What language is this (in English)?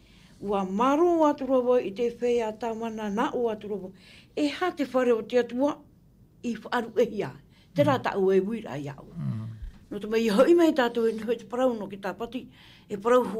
Tahitian